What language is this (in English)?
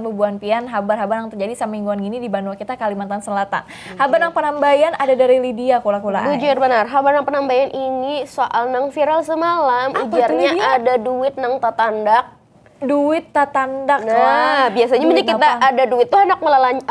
Banjar